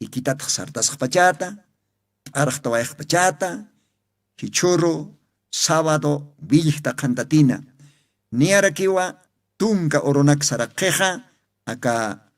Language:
Aymara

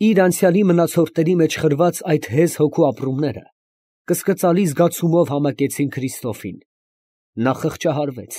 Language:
Armenian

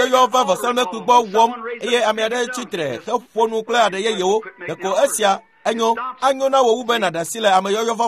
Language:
Ewe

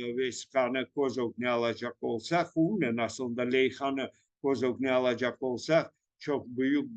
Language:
Crimean Tatar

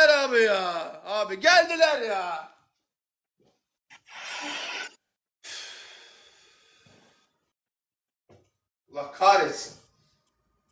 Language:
Turkish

